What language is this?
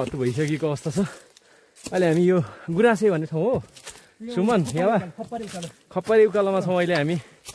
Nepali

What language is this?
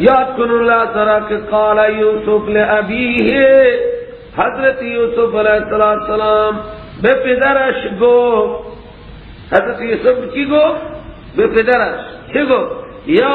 Persian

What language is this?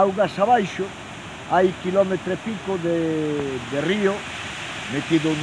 Galician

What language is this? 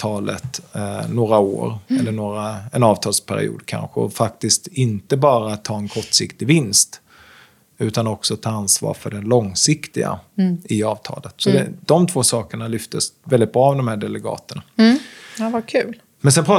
Swedish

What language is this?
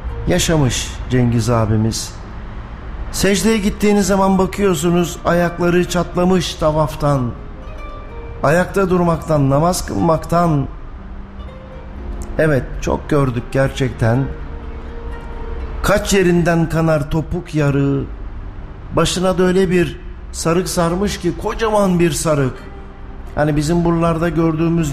Turkish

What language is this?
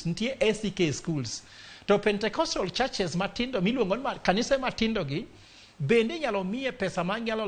Luo (Kenya and Tanzania)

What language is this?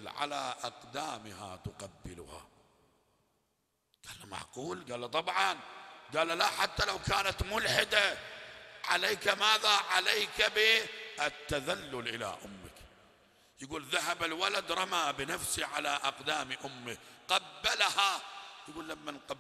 Arabic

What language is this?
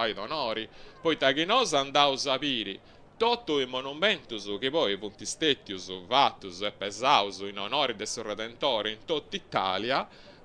Sardinian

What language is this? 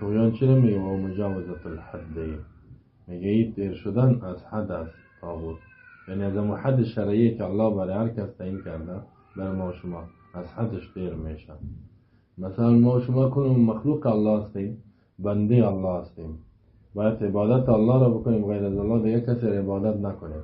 Persian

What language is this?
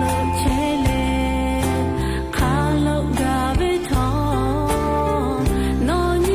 Lahu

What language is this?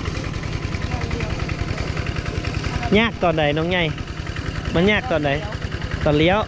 Lao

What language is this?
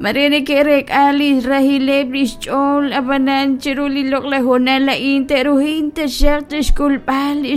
Kekchí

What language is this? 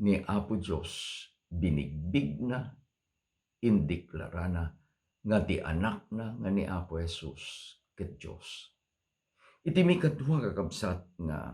Iloko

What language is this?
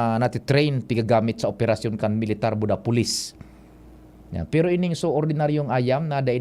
Bikol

